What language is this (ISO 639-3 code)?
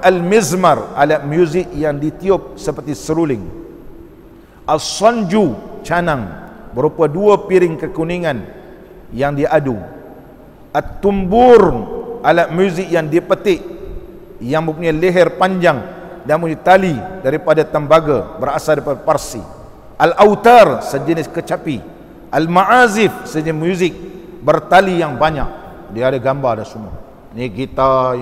msa